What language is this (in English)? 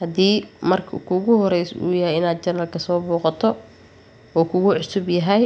Somali